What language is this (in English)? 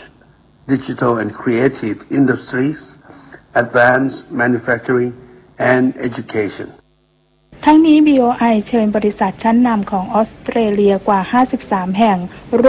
Thai